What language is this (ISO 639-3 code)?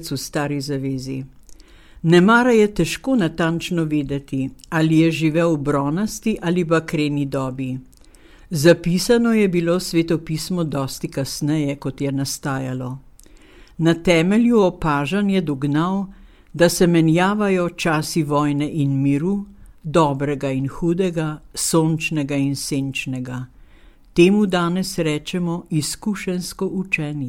slv